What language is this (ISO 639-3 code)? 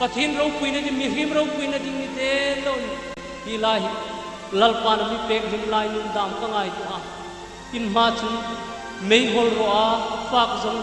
hmr